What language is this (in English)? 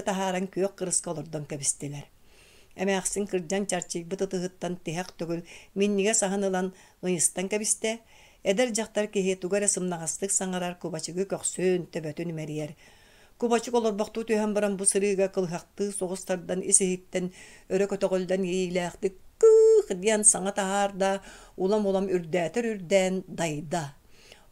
Yakut